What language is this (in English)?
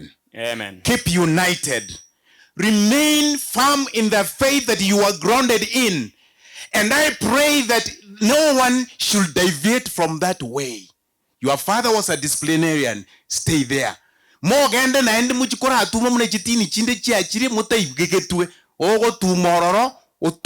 Gusii